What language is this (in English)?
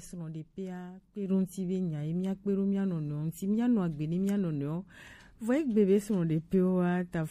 Gen